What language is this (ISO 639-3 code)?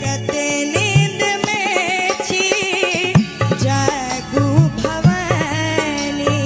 mai